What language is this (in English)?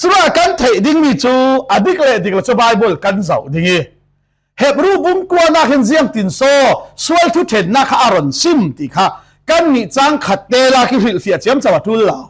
Falam Chin